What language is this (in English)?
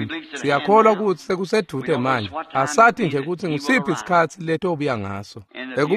Swati